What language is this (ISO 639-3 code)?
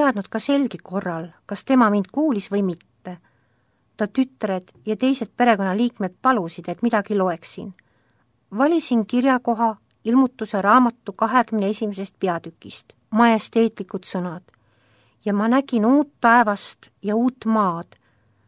est